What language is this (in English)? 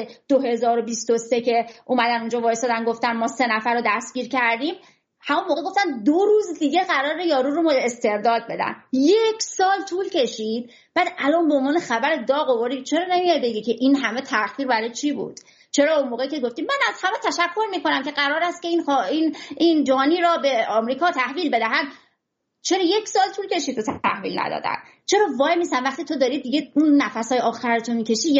Persian